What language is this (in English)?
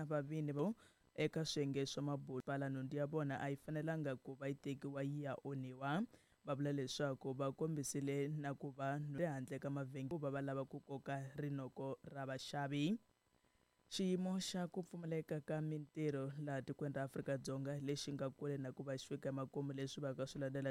Tsonga